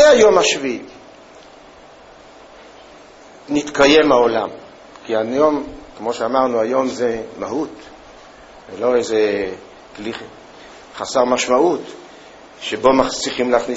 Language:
Hebrew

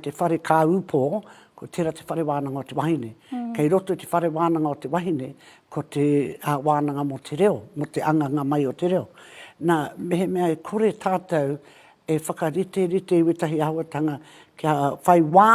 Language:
Māori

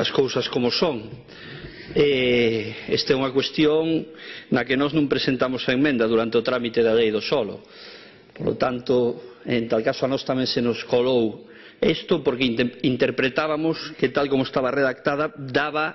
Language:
Galician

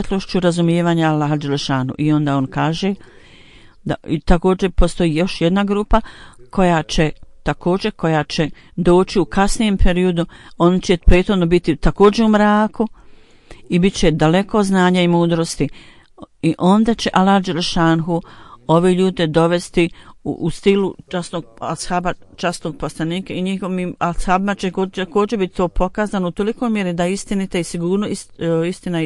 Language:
Bosnian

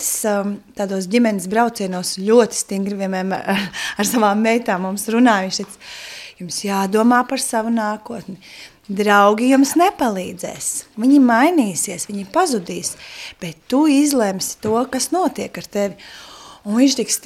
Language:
Latvian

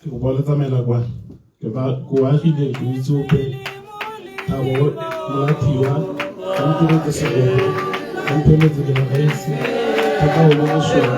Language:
Tswana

